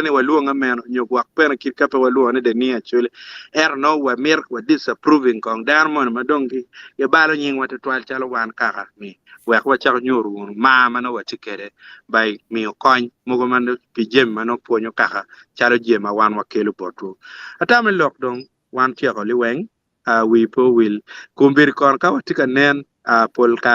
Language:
Acoli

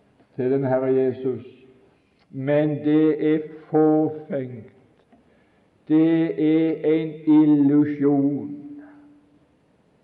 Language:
Norwegian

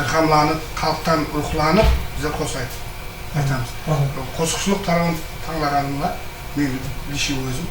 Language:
Kara-Kalpak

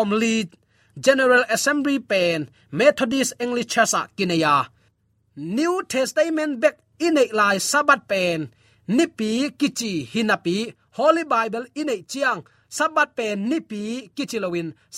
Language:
Tedim Chin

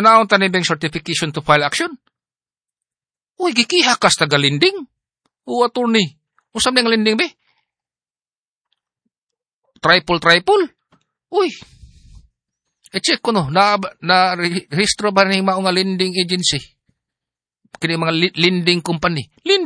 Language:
Cebuano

